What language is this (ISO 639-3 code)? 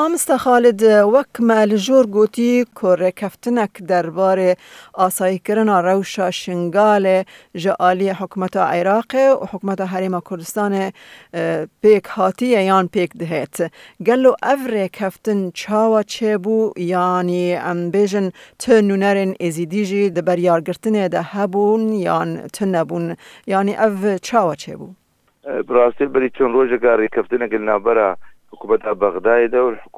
kur